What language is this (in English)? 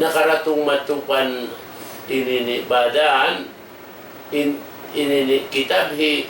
Tausug